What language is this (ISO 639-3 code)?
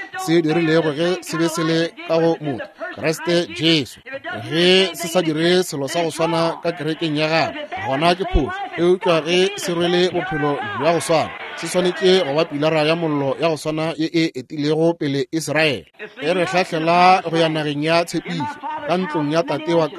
nso